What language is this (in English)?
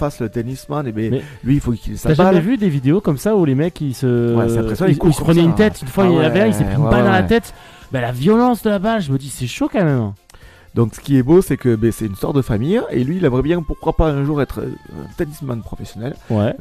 French